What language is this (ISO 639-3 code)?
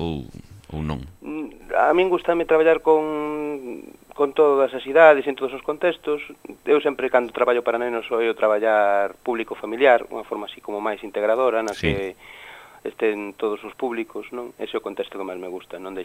glg